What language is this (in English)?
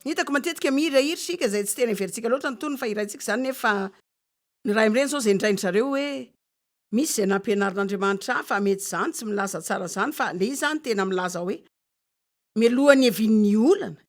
Malagasy